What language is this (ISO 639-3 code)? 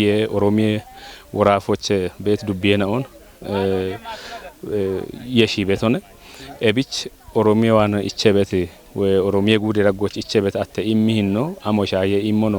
kbr